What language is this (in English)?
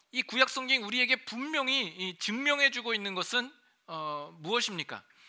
Korean